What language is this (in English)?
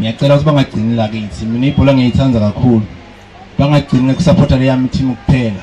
Shona